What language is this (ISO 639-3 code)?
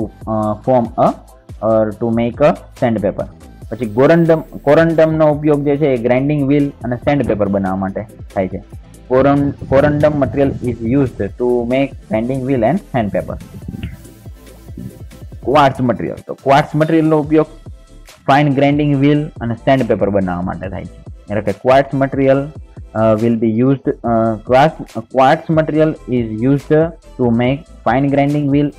guj